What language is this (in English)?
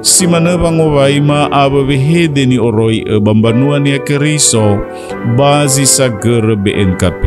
Nias